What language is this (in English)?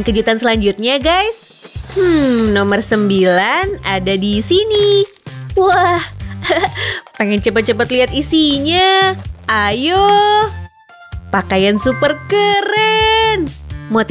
Indonesian